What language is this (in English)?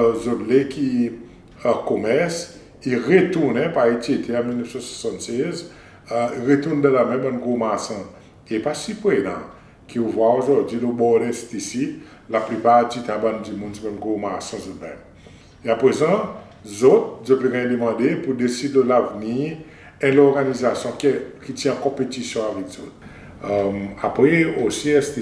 Seselwa Creole French